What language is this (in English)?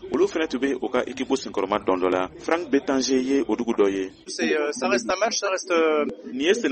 Bambara